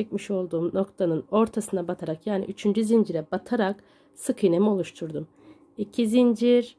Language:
Turkish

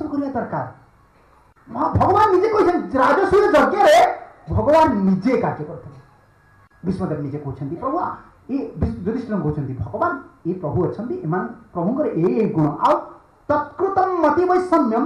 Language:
Odia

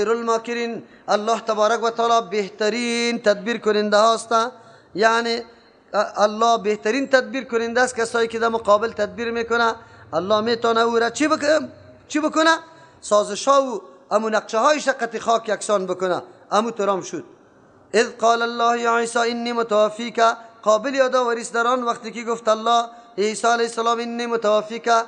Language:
Persian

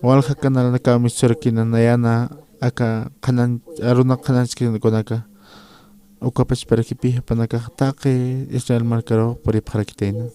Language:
Aymara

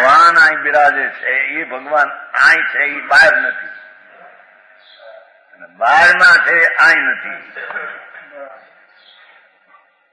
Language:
Gujarati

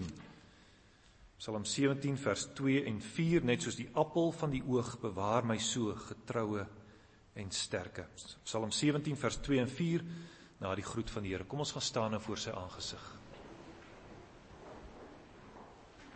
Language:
Afrikaans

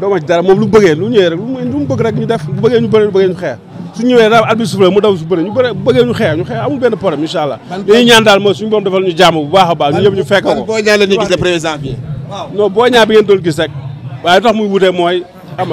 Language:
Wolof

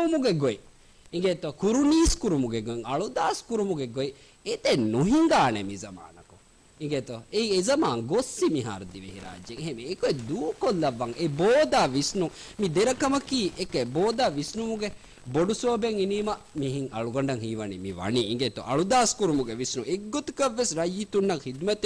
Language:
Divehi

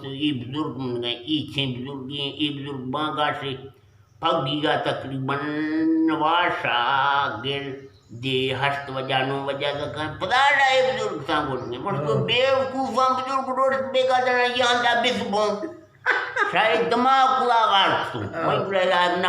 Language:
Eastern Balochi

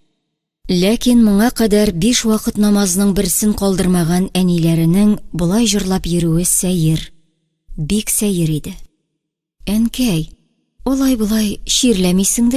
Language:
Tatar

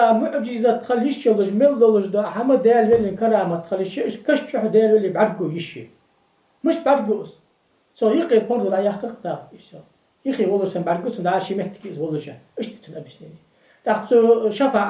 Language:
Ingush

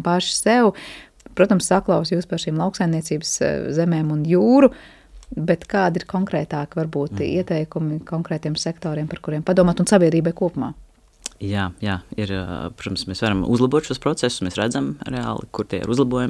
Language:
Latvian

